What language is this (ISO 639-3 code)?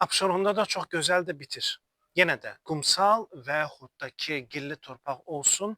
aze